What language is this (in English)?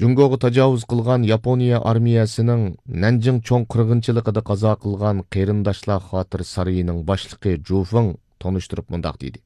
Uyghur